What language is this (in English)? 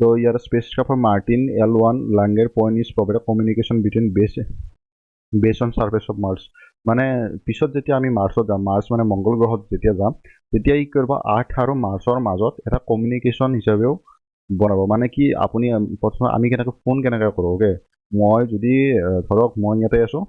Assamese